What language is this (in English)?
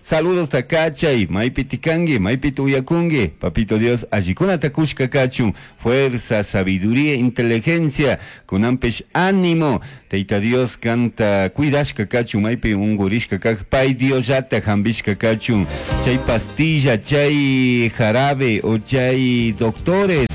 Chimborazo Highland Quichua